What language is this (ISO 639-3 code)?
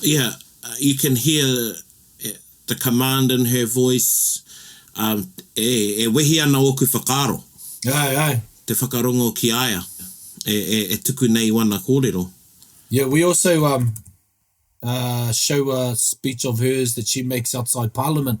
mri